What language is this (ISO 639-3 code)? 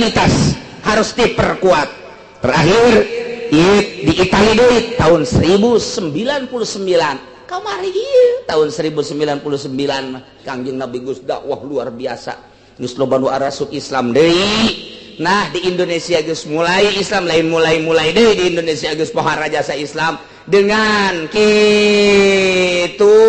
sun